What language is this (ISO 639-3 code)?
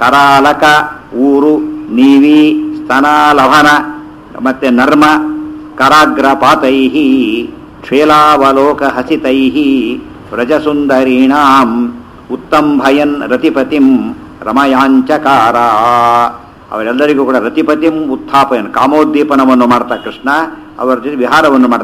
kan